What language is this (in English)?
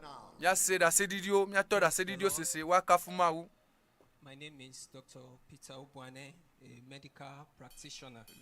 Ewe